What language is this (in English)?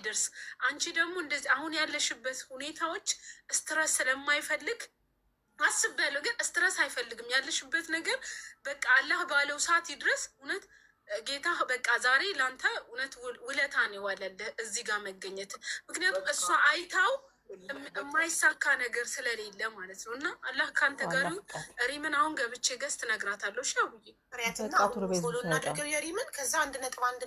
Amharic